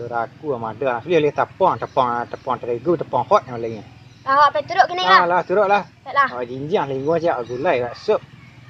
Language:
Minangkabau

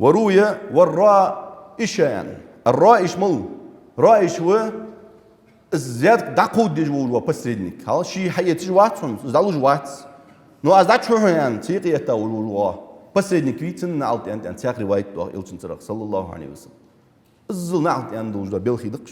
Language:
Ingush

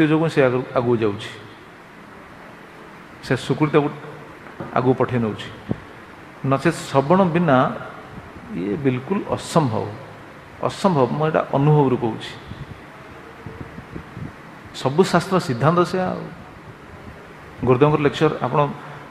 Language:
Odia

